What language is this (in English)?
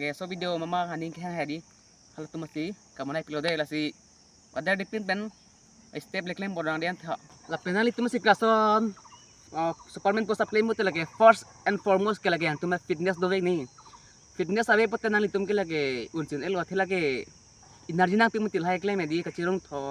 Karbi